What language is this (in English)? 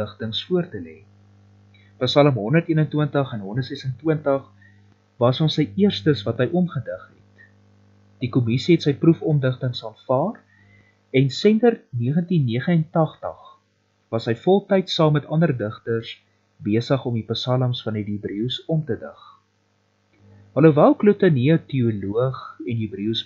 Afrikaans